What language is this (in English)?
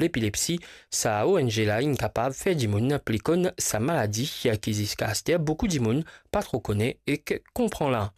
Morisyen